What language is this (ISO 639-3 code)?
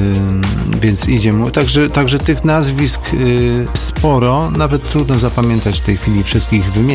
pol